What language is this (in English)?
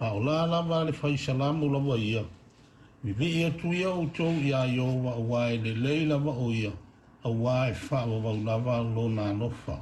Samoan